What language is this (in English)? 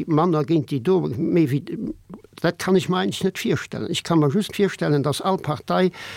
Luxembourgish